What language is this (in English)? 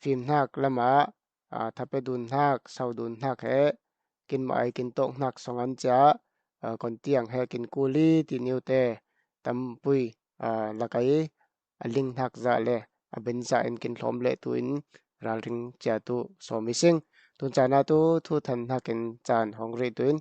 Falam Chin